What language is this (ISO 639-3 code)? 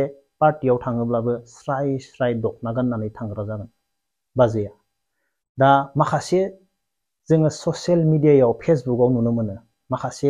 brx